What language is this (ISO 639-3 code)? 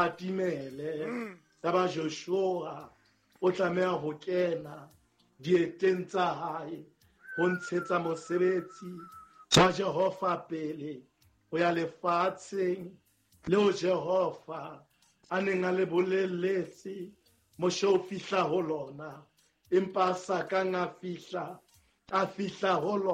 sot